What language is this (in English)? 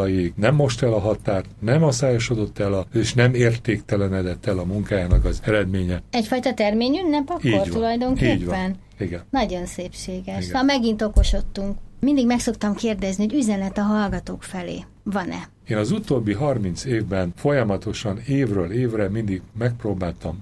Hungarian